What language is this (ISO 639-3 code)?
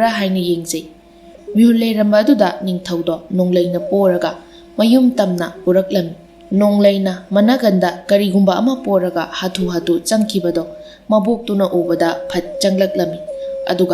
mni